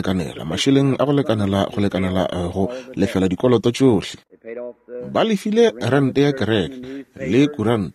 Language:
Northern Sotho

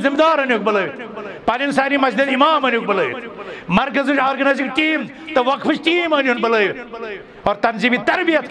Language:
Kashmiri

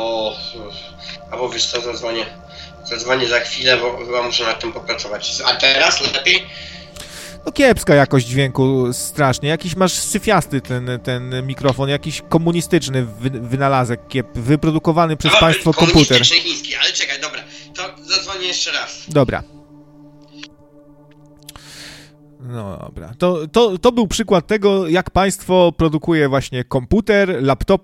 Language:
Polish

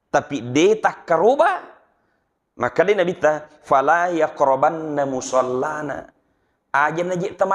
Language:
Buginese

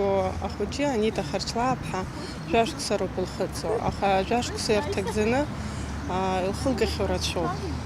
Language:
Abkhazian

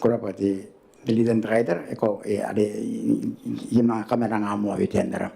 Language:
Gilbertese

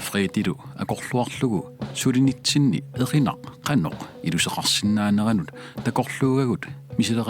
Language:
Kalaallisut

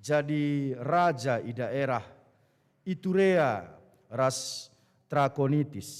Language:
Batak Karo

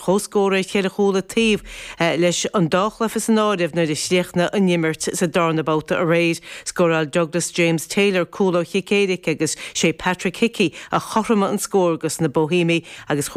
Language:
Irish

